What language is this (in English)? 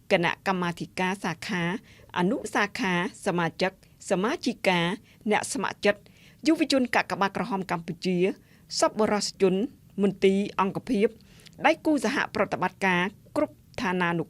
Khmer